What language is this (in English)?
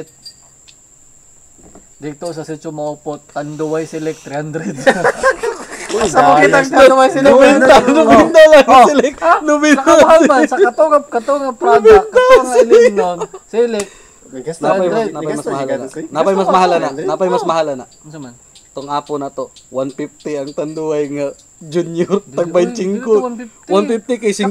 Cebuano